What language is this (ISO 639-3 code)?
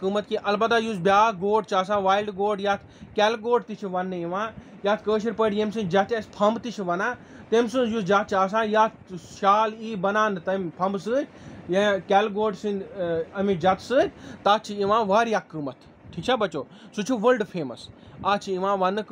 kas